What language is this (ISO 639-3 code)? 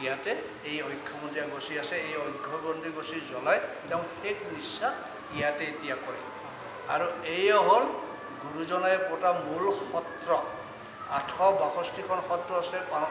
asm